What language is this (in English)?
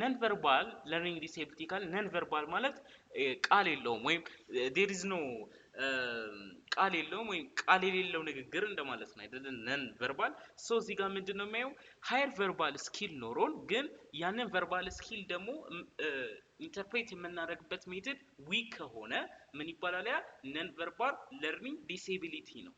Amharic